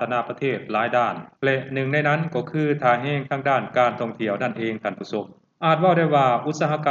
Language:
Lao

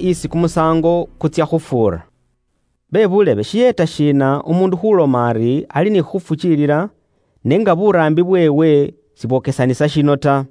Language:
Luyia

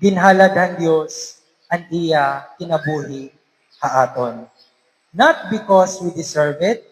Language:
Waray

